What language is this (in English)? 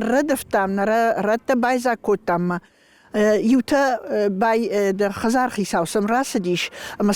Ossetic